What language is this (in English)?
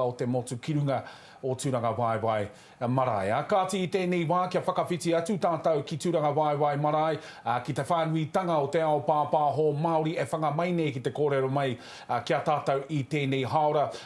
Māori